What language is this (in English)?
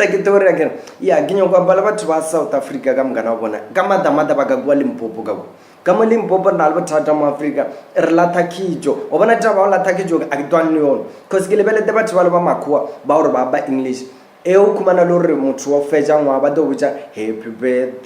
Northern Sotho